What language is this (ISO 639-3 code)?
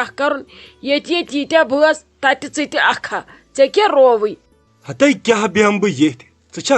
kas